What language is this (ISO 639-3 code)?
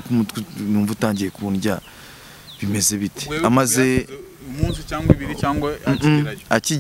kin